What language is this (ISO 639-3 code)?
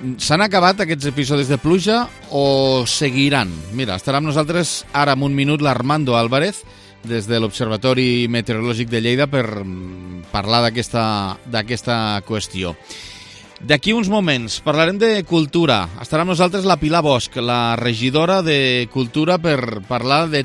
cat